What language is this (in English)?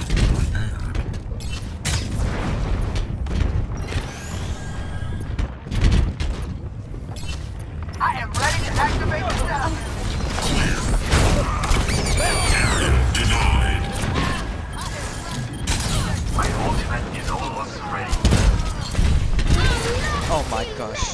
English